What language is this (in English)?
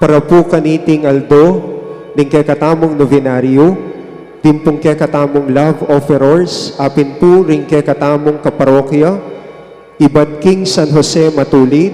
Pampanga